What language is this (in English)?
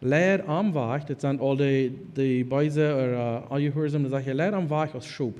Plautdietsch